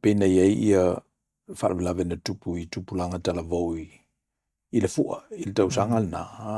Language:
Samoan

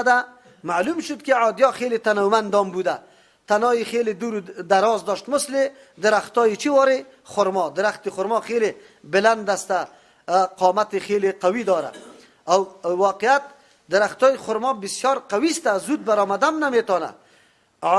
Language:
Persian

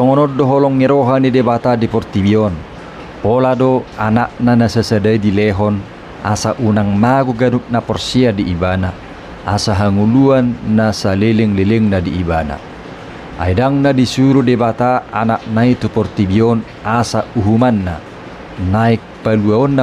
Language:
Batak Toba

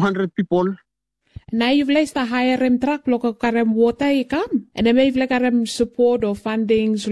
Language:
Bislama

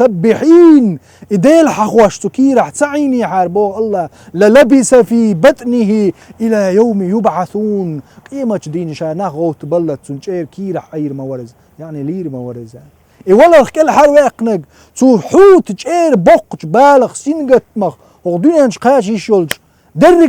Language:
Chechen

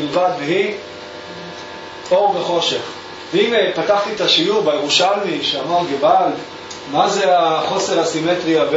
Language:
Hebrew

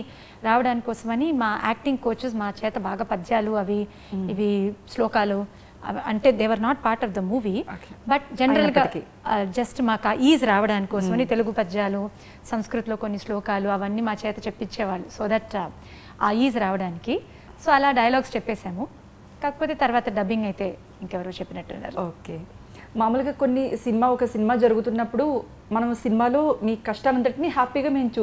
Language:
Telugu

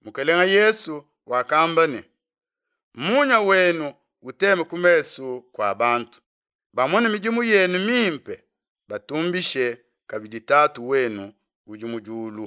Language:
Luba-Lulua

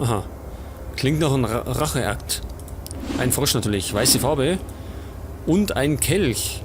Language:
Bavarian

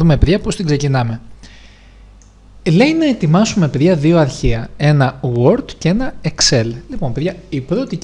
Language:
Greek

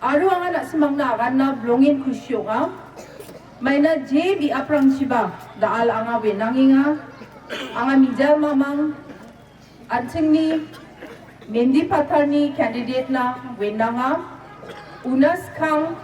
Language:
Garo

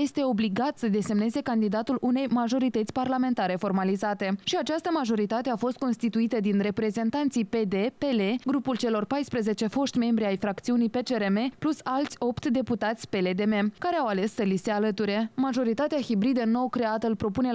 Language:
Romanian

